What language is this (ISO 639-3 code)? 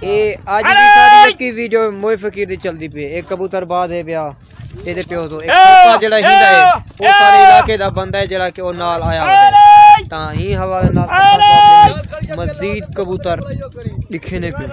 skr